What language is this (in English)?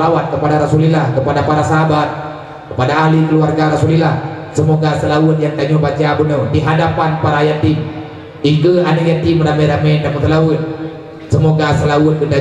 Achinese